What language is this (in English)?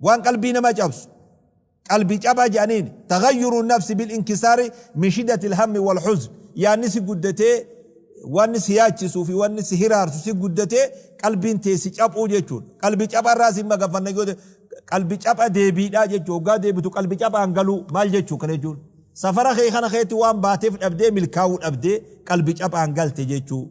Oromo